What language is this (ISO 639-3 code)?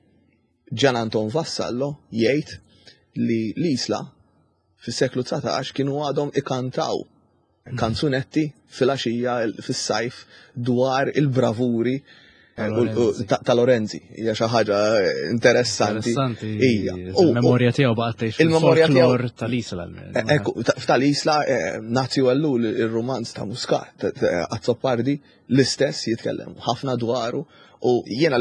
mlt